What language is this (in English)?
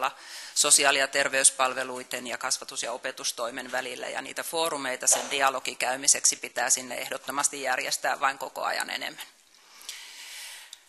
Finnish